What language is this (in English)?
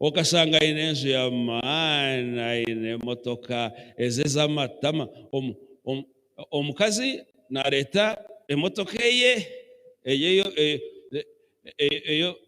Nyankole